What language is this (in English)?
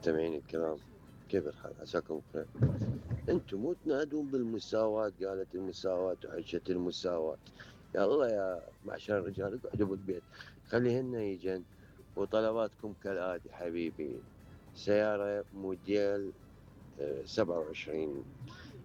Mesopotamian Arabic